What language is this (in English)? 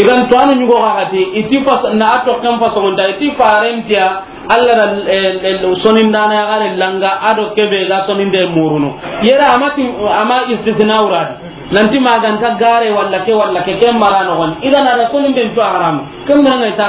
Soninke